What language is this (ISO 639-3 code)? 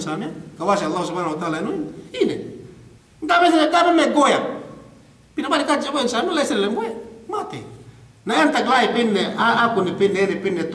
yka